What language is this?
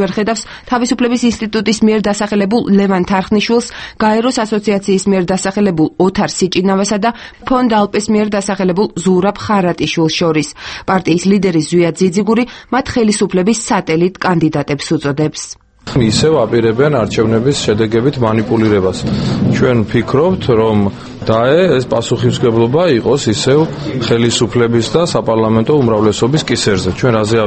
Georgian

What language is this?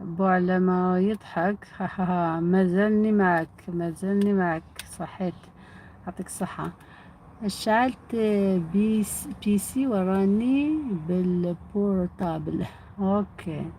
Algerian Arabic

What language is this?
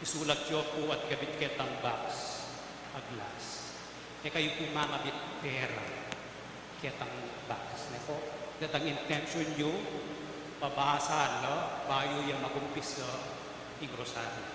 Pampanga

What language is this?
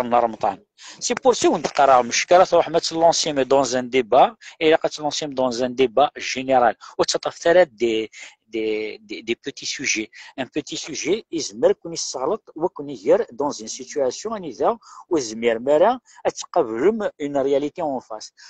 Kabyle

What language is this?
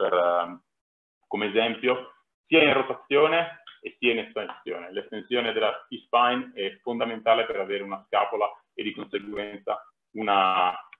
Italian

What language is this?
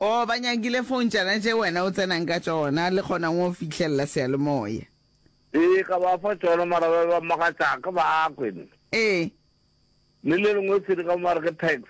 Northern Sotho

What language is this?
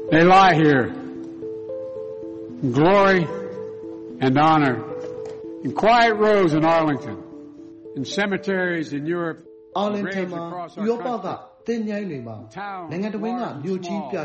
Burmese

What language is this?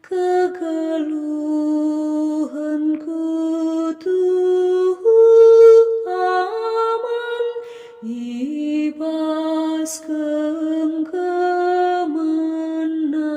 Batak Karo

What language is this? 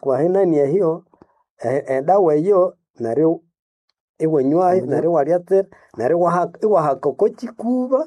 Nande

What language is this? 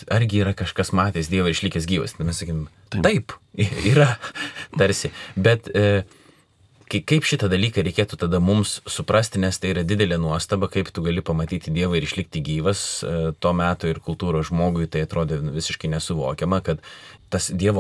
Lithuanian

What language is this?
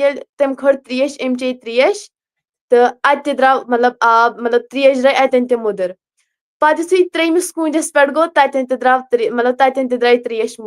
Kashmiri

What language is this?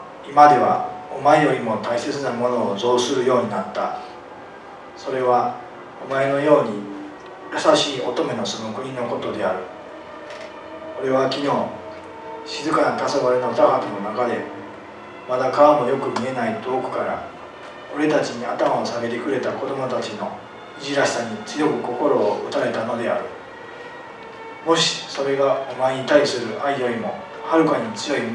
Japanese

